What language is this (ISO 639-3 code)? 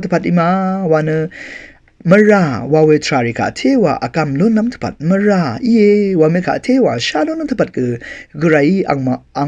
raw